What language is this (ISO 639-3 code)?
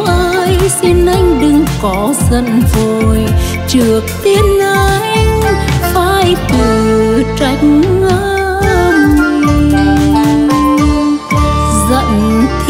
vie